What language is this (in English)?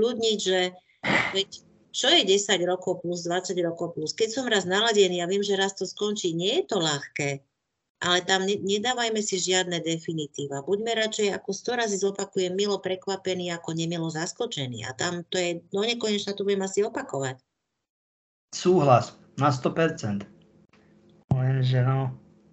Slovak